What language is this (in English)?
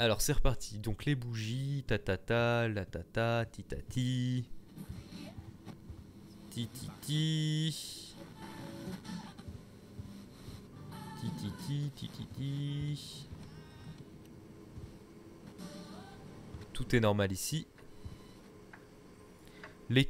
French